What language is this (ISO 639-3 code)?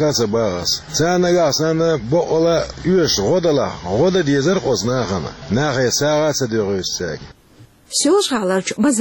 che